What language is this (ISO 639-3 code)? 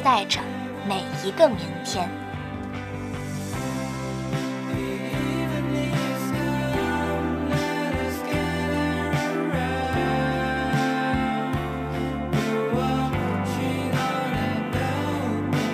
zho